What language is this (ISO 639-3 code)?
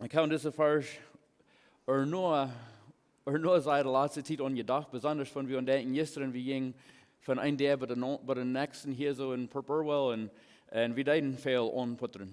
pdt